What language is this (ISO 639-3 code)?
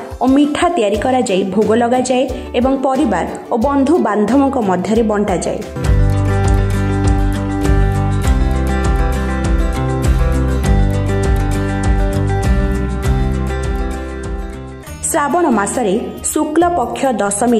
ori